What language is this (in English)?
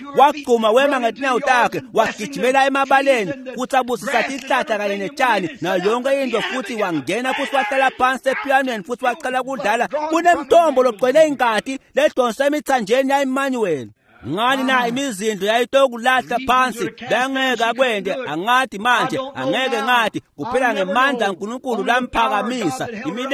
Swati